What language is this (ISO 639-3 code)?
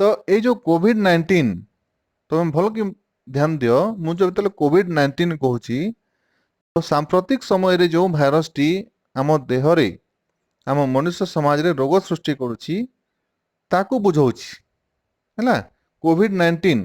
ori